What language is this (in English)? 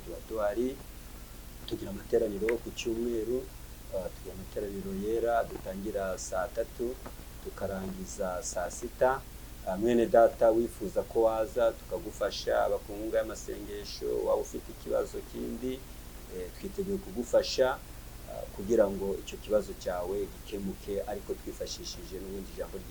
Kinyarwanda